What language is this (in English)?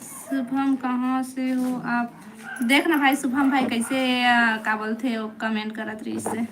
Chhattisgarhi